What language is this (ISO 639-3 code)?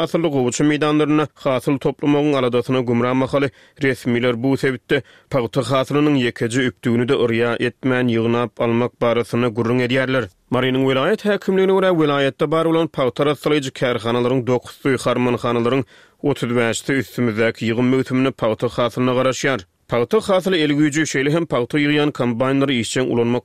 tuk